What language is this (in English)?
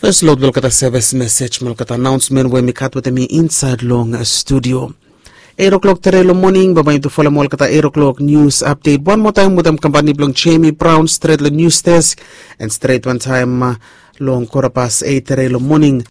Bislama